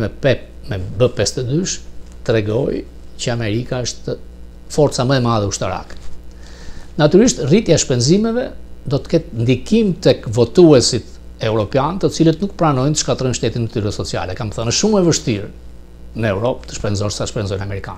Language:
Albanian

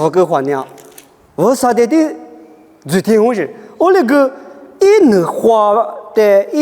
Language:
Lisu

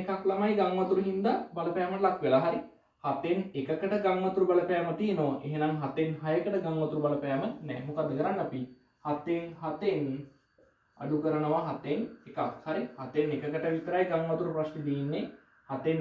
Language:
Sinhala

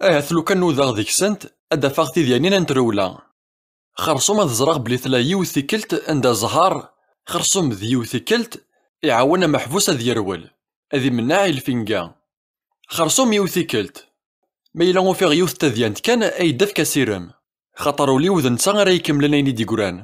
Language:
Kabyle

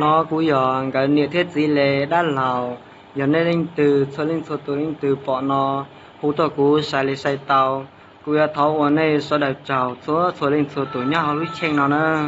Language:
Hmong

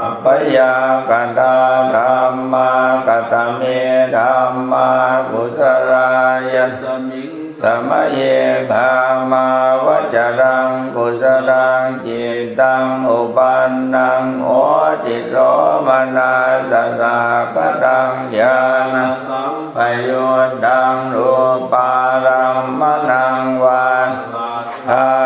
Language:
Pali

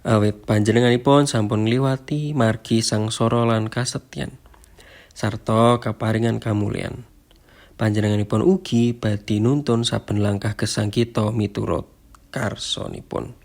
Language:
Javanese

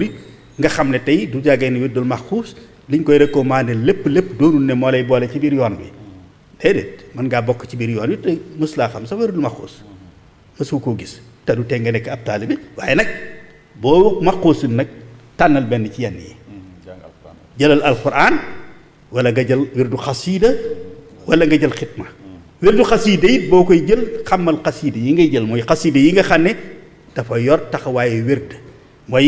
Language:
Wolof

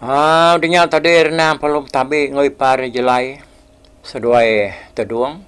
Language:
Iban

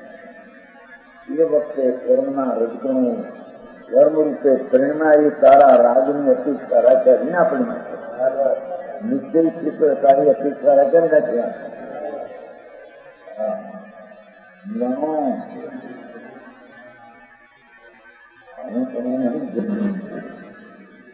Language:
Gujarati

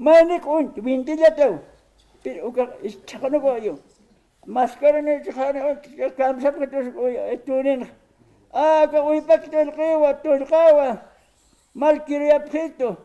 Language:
Aymara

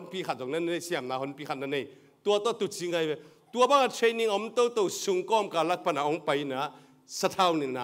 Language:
Tedim Chin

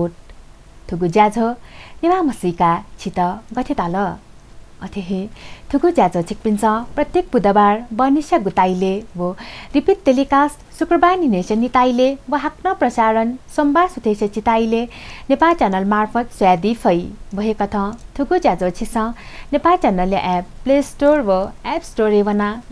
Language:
Newari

